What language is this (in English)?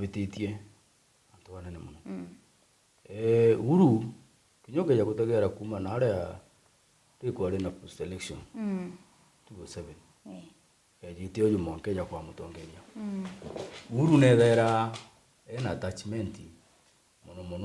Meru